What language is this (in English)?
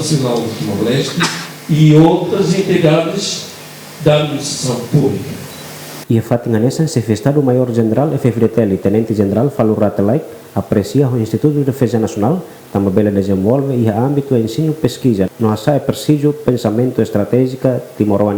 Tetum